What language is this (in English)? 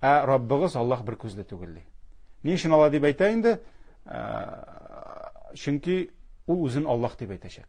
Tatar